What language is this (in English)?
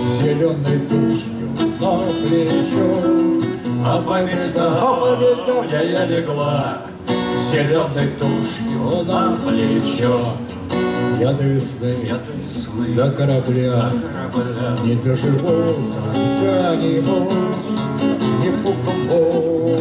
Russian